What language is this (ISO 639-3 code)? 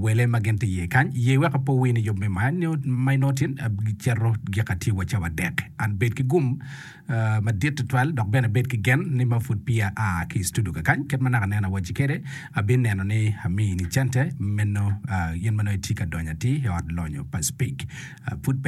ach